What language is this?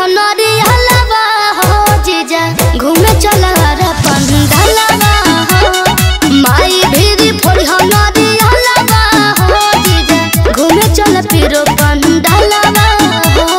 Bhojpuri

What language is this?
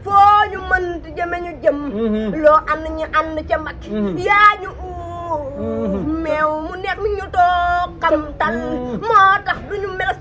Wolof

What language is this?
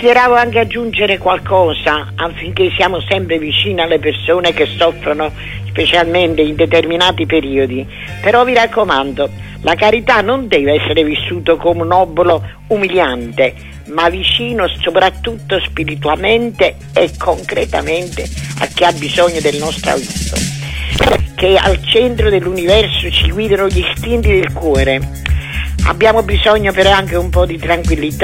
Italian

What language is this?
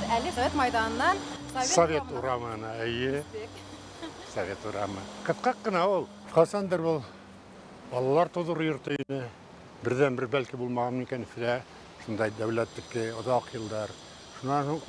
Bashkir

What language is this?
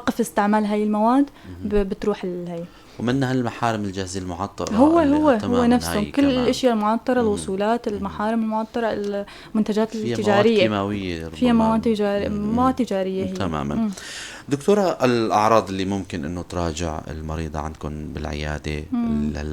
North Levantine Arabic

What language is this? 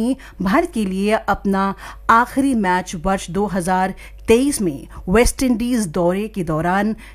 Hindi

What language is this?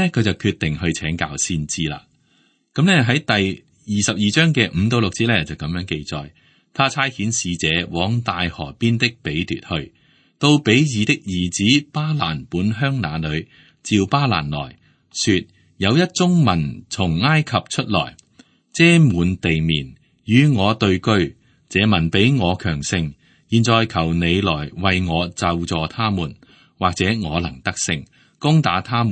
Cantonese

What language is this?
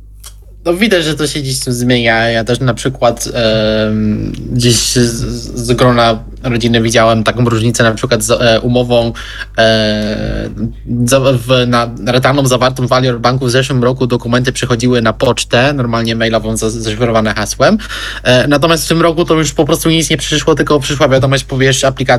Polish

